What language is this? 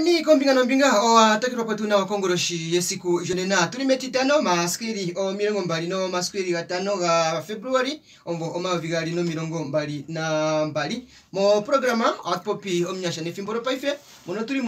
Kuanyama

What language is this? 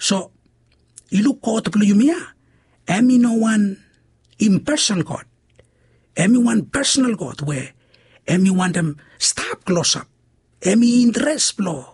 Bislama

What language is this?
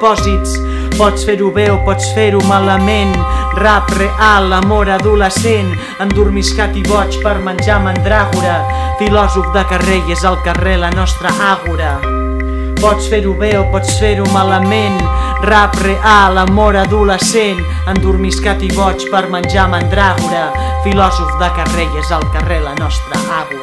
Catalan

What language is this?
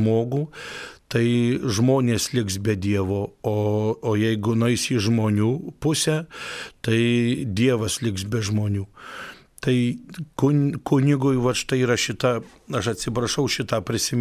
Lithuanian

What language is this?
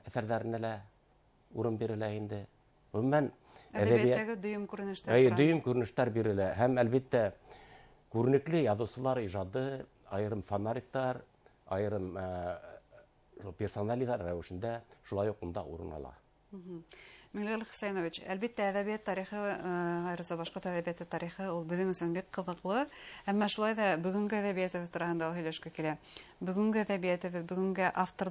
Bashkir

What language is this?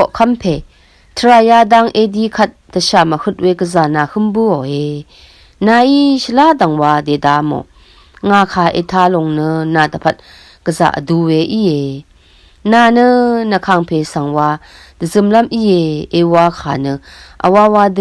Rawang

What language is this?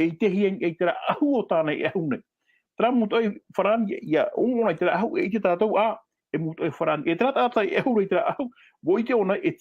Tahitian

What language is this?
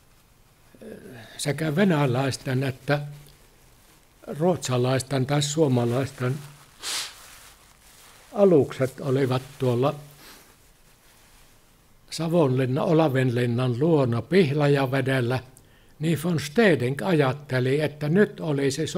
Finnish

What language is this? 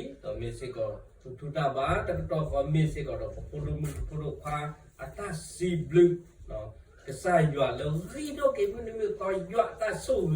S'gaw Karen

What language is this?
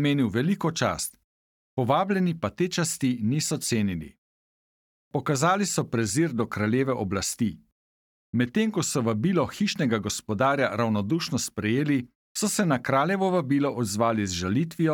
Slovenian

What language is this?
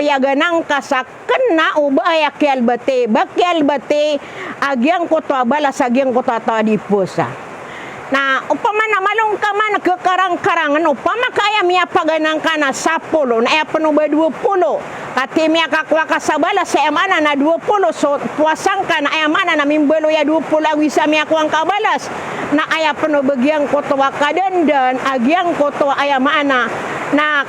Maranao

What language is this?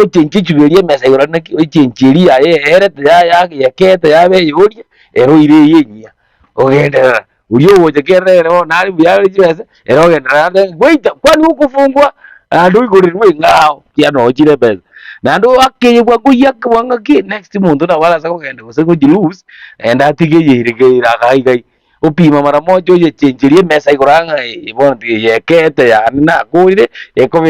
Gusii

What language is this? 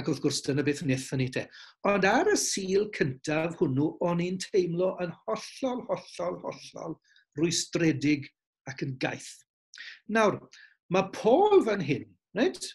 Welsh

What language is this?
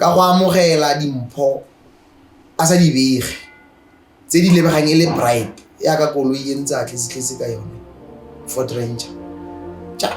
Tswana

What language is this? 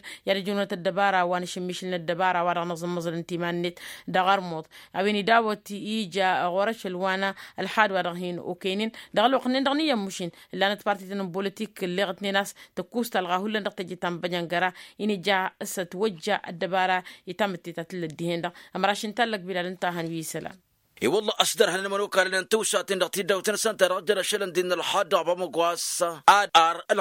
Tamasheq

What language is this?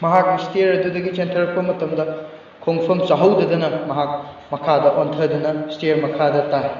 Manipuri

